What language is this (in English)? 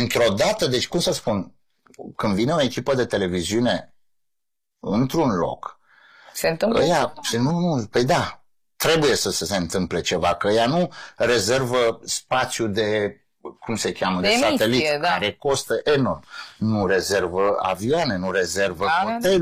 Romanian